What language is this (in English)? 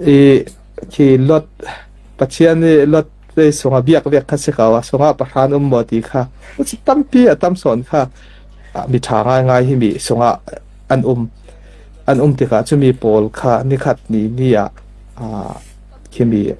Falam Chin